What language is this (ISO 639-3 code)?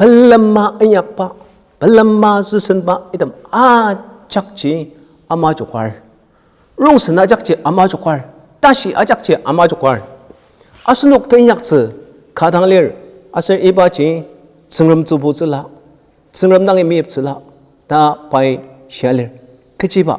njo